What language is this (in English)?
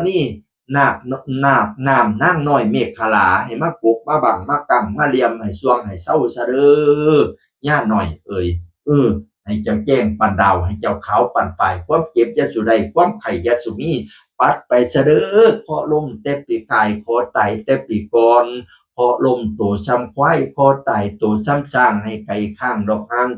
Northeastern Thai